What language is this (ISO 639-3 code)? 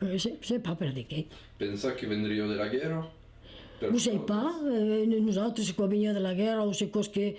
oci